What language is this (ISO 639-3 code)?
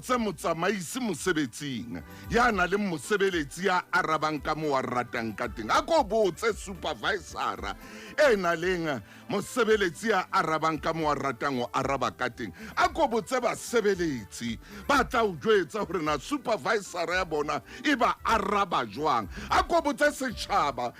sot